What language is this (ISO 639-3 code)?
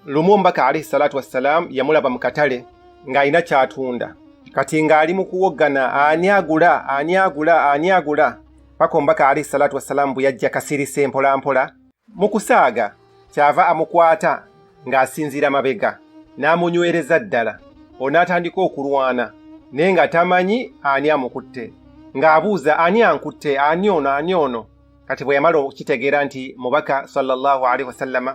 lug